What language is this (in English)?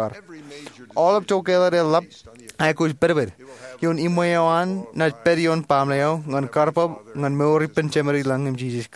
Marshallese